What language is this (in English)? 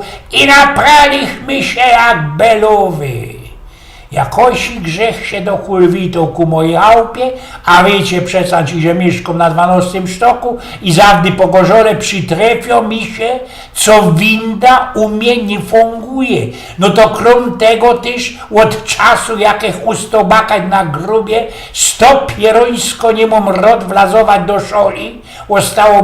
Silesian